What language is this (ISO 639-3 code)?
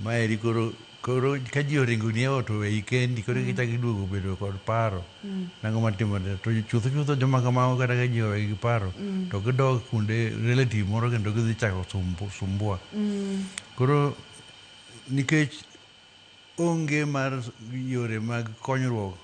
luo